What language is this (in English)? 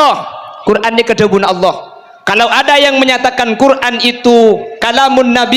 Madurese